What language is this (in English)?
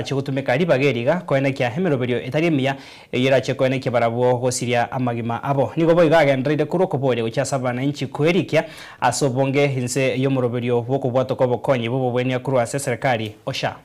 Gusii